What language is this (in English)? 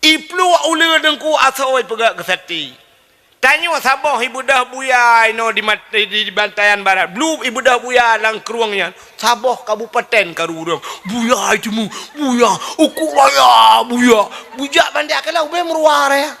Achinese